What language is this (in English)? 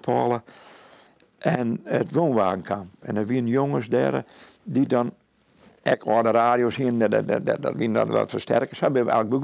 Western Frisian